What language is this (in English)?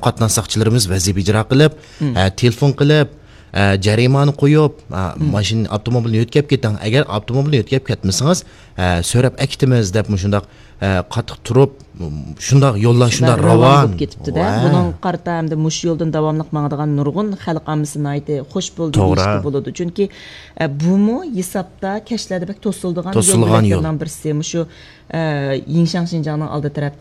Uyghur